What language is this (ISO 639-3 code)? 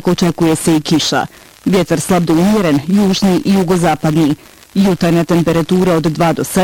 bos